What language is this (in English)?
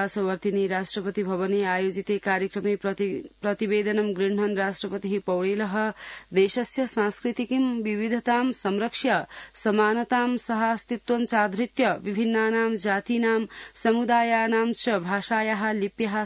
Sanskrit